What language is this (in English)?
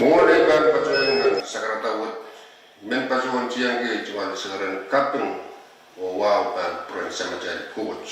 Pohnpeian